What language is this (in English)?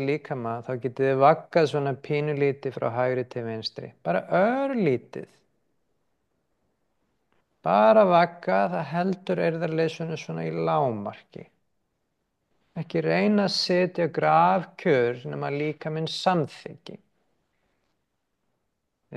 Icelandic